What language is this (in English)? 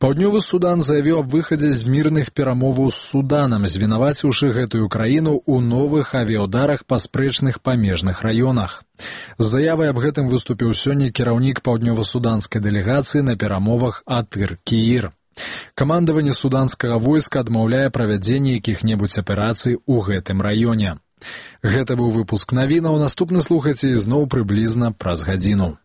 Belarusian